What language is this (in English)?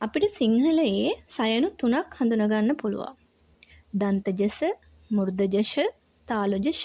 Sinhala